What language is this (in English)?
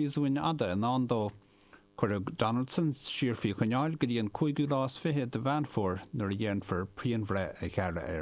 Irish